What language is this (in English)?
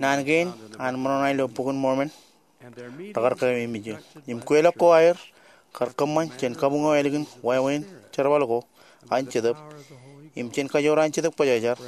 Marshallese